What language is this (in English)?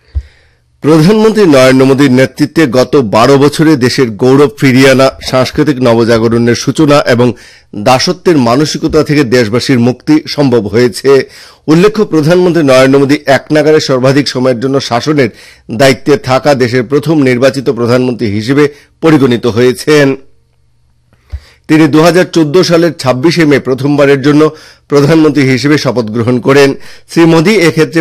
Bangla